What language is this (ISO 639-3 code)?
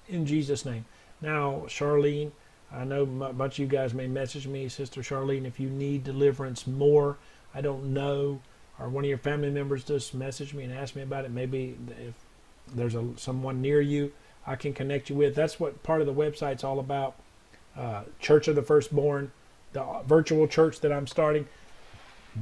eng